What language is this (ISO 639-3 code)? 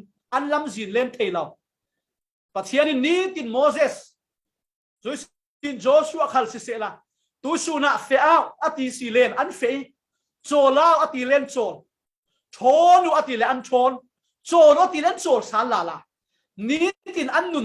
cfm